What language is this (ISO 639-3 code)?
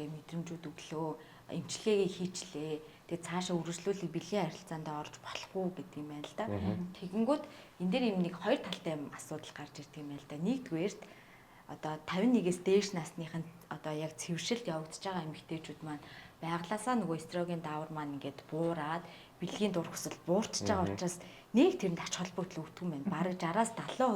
mon